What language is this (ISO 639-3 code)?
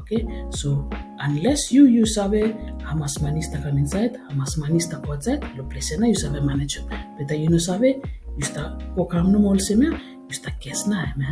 bis